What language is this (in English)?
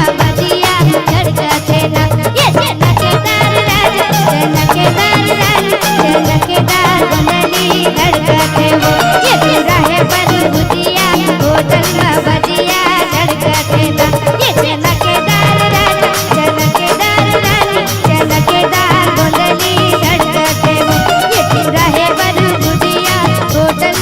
Chhattisgarhi